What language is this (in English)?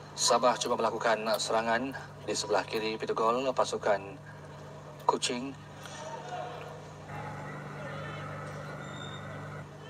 Malay